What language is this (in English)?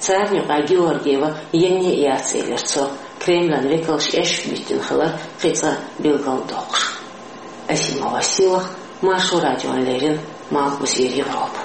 Chechen